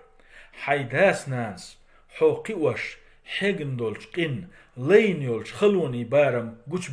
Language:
Chechen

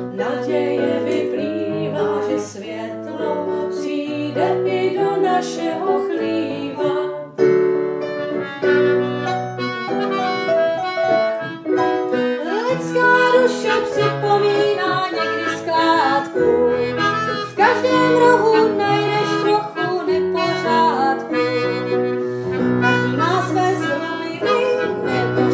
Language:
Czech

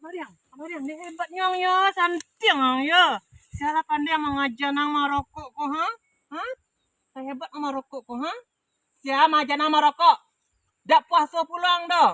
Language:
Minangkabau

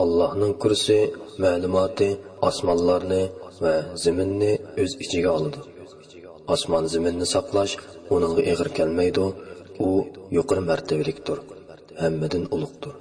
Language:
Uyghur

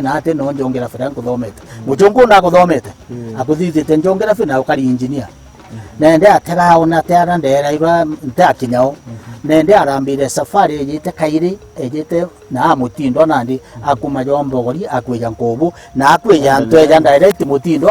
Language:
Meru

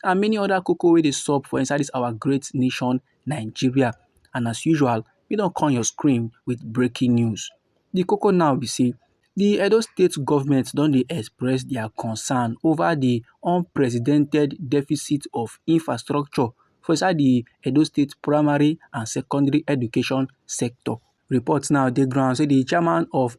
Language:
Nigerian Pidgin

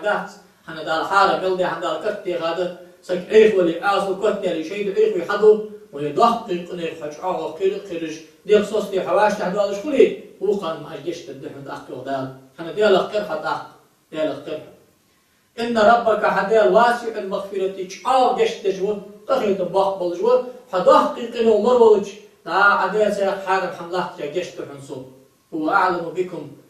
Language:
Ingush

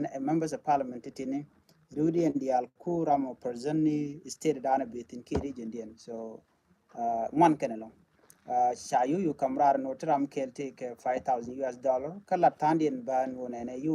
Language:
Nuer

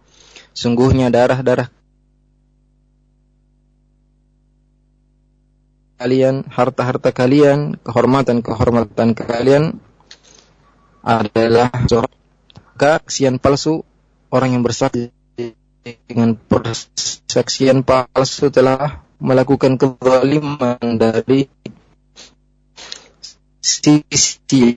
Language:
Indonesian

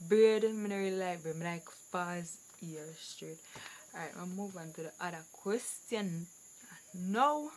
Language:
Jamaican Creole English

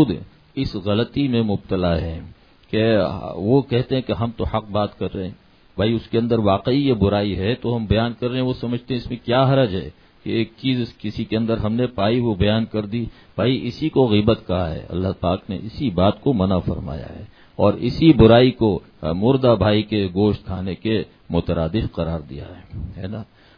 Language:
Urdu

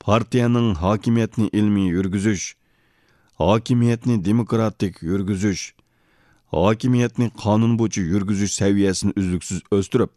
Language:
Uyghur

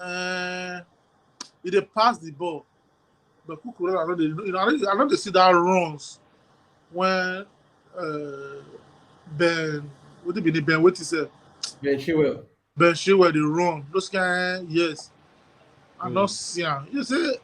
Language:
Nigerian Pidgin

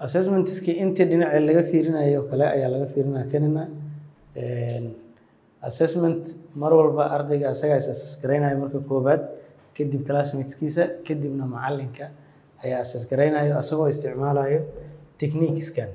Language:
Somali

